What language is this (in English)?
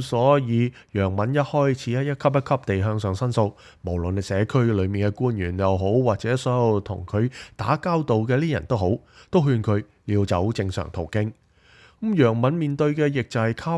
Cantonese